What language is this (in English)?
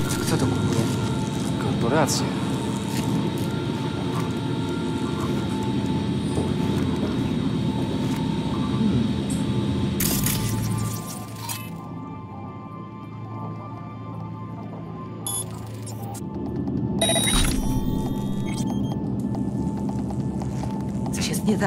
Polish